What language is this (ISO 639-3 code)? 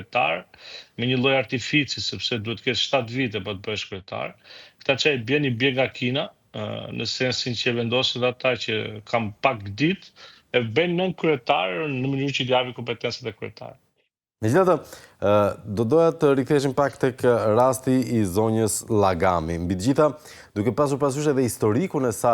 sqi